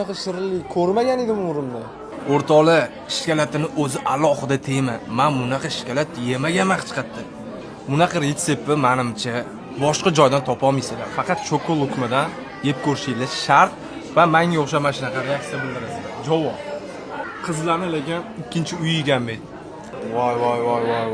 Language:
Uzbek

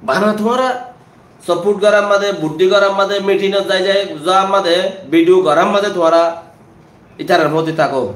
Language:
Rohingya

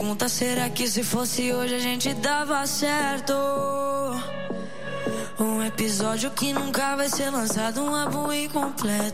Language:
Portuguese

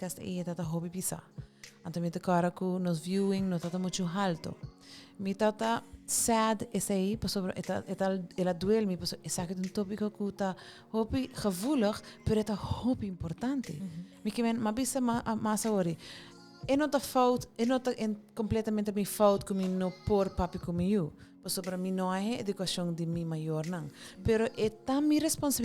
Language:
Papiamento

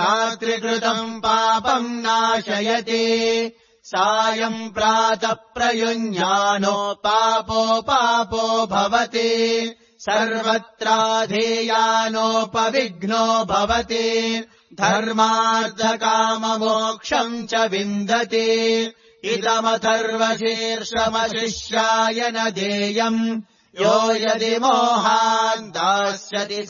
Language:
Sanskrit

